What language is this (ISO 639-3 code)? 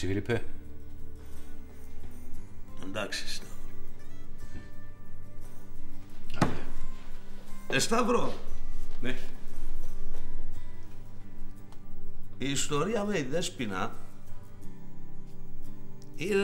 ell